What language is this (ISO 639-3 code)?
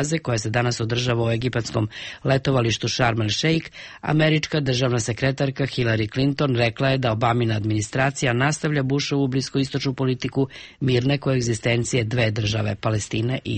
srp